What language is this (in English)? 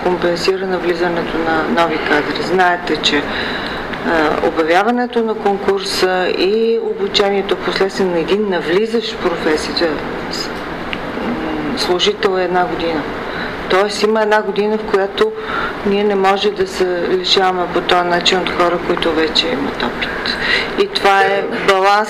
Bulgarian